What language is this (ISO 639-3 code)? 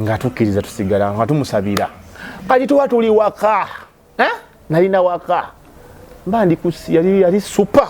lug